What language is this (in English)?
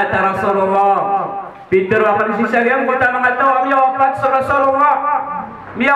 Maranao